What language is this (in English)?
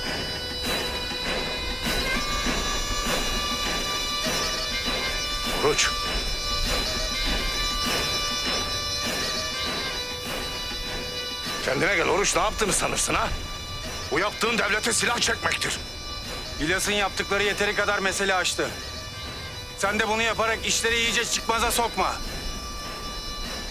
Turkish